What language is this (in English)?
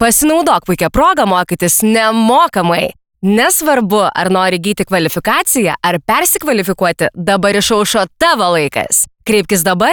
Lithuanian